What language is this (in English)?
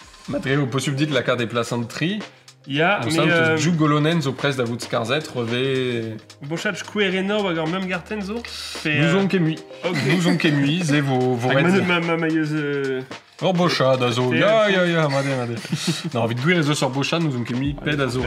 Breton